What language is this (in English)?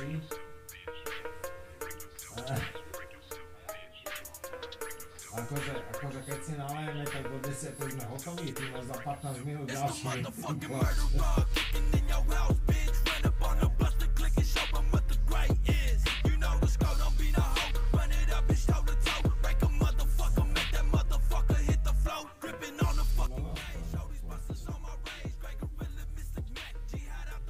Slovak